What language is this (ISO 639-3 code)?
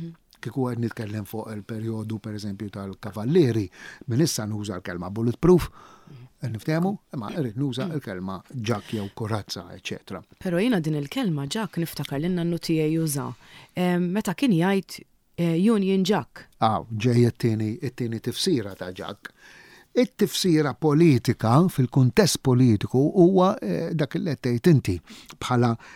mlt